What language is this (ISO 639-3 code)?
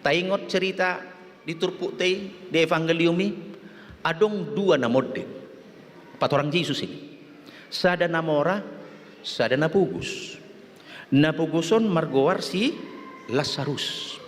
bbc